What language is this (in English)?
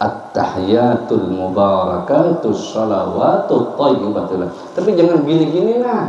Banjar